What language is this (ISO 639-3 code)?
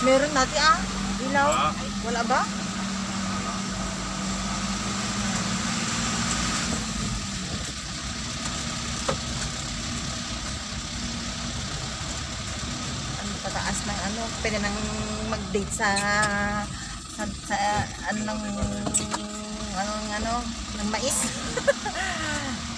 fil